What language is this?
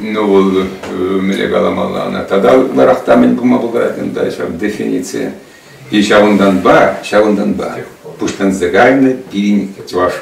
Chuvash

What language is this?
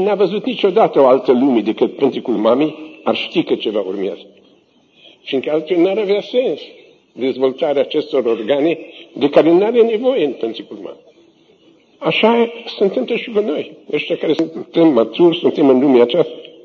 Romanian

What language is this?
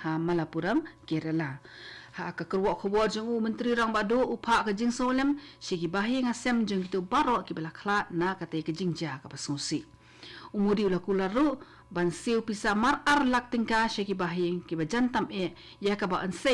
Khasi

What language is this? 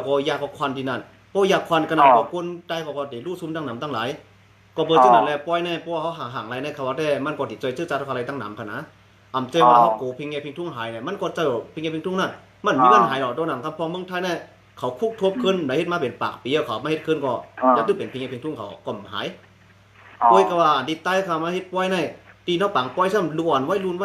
Shan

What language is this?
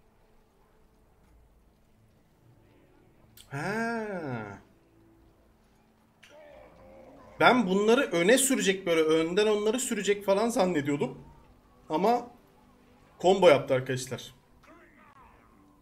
Turkish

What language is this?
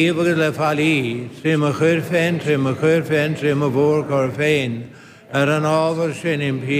Irish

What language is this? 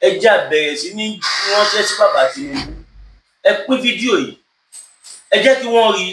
Yoruba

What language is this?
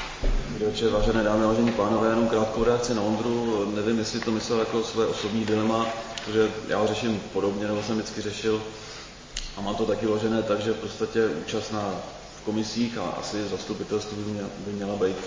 Czech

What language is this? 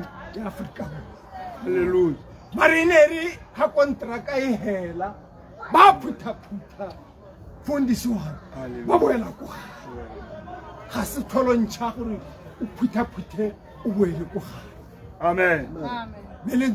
Tswana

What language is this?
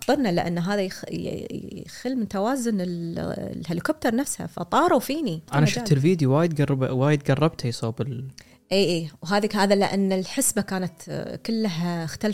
Gulf Arabic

